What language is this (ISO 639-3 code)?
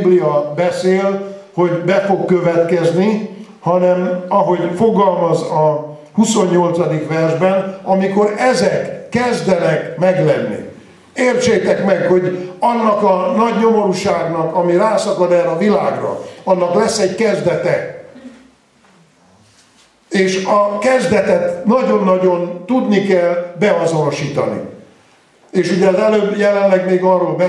hun